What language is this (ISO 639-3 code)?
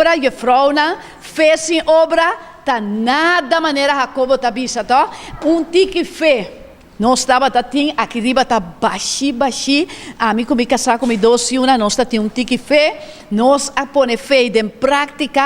pap